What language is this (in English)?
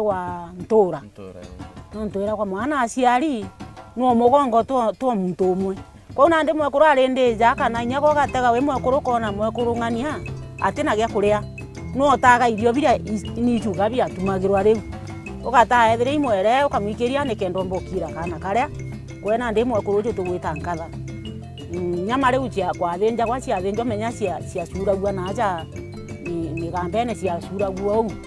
Meru